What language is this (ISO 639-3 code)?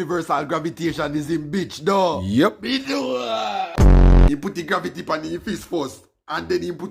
jam